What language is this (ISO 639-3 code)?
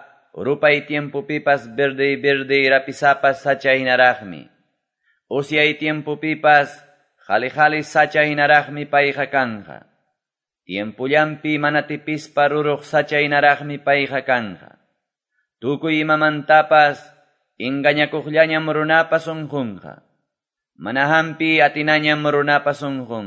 que